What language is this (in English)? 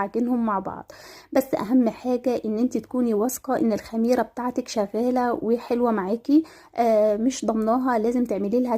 Egyptian Arabic